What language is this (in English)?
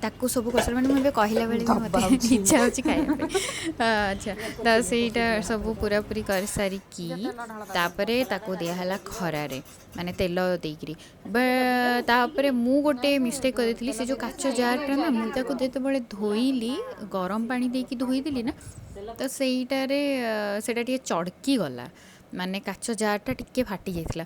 Odia